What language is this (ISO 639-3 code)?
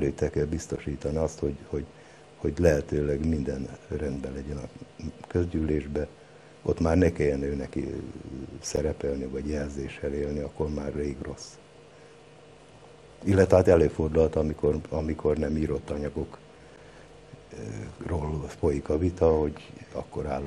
hun